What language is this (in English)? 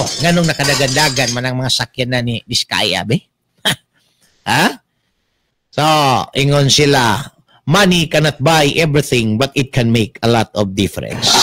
Cebuano